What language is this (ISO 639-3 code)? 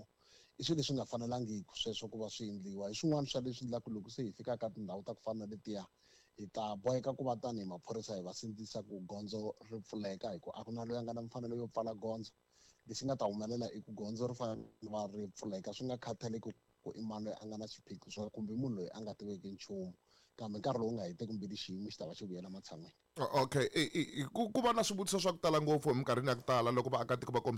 tso